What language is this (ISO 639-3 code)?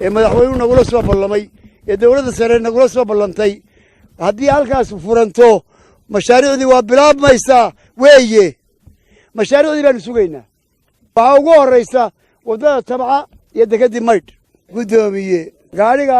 som